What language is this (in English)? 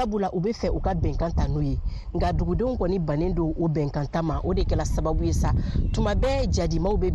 Bambara